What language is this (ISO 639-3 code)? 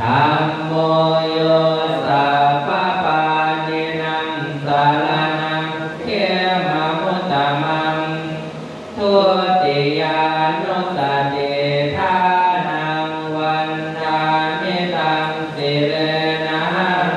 pli